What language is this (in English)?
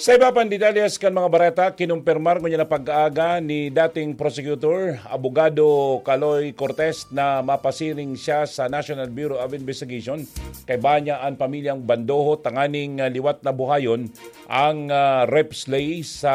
Bikol